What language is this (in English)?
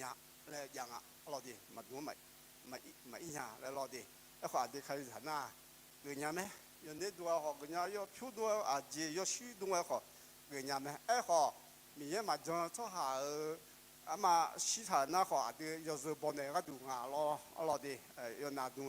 Akha